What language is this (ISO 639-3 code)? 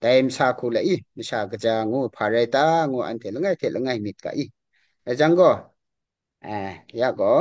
kac